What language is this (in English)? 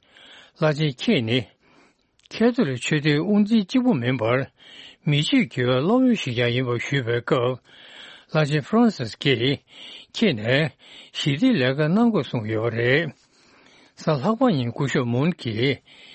Tibetan